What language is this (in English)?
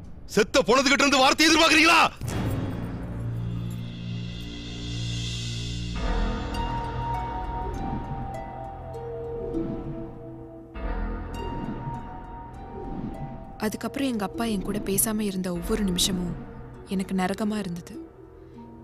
Tamil